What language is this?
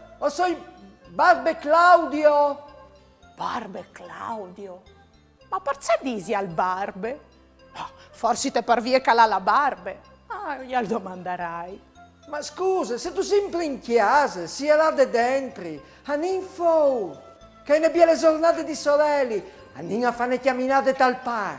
Friulian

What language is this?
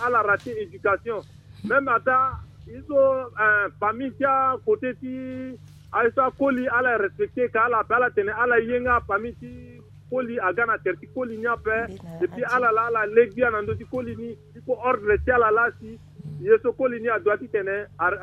Sango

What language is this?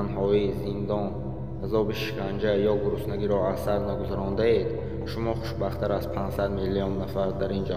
Tajik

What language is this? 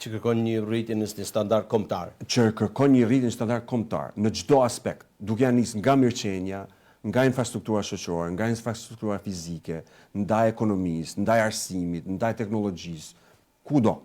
Albanian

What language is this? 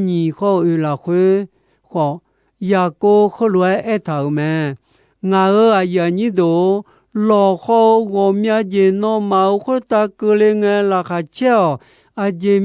Akha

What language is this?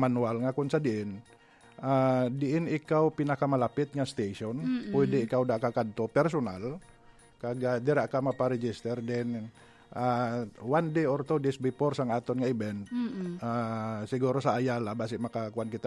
Hiligaynon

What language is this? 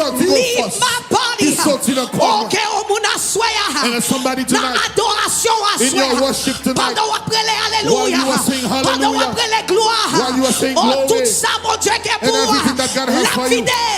Haitian Creole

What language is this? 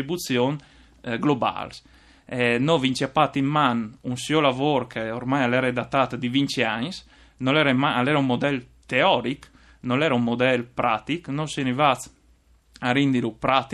Friulian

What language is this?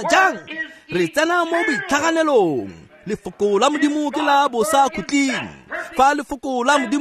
Tswana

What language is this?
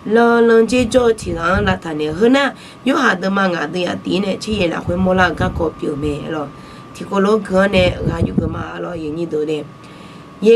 Akha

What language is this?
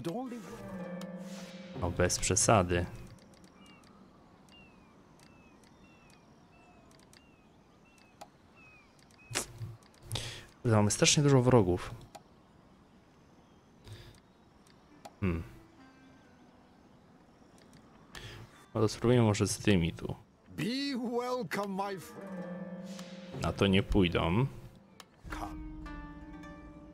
Polish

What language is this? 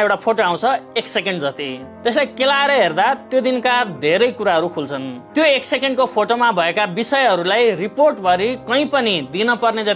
Nepali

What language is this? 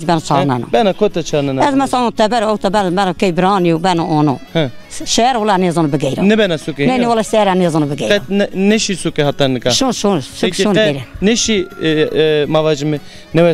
Zaza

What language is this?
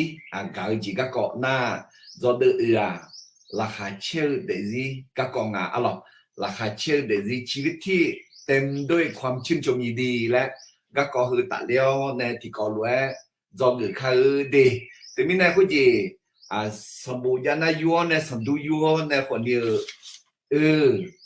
Akha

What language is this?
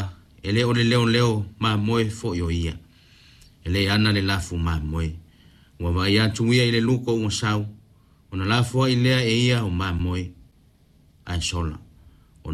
Samoan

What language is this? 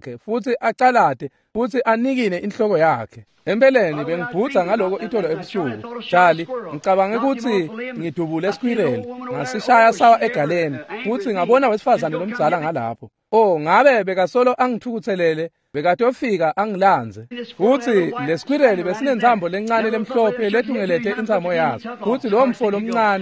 Swati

